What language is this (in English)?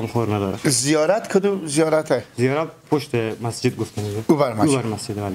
Persian